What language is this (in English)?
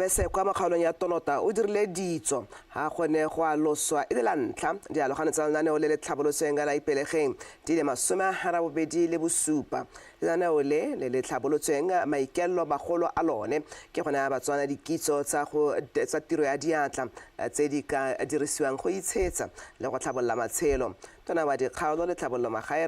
Tswana